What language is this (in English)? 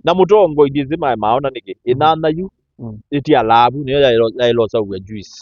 Kamba